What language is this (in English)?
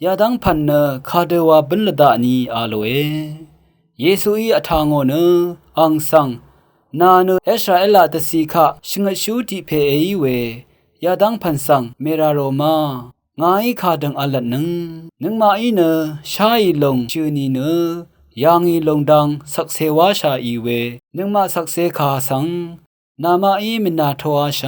Rawang